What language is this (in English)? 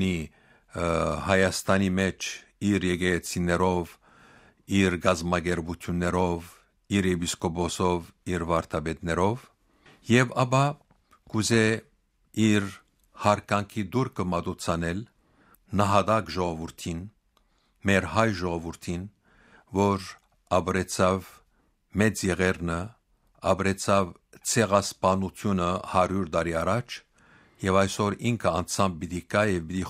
Western Armenian